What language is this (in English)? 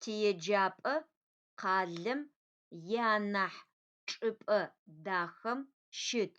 Adyghe